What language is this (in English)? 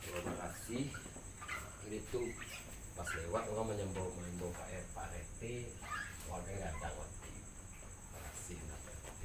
Minangkabau